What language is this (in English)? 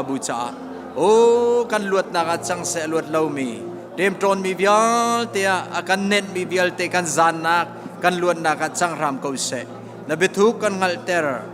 Hakha Chin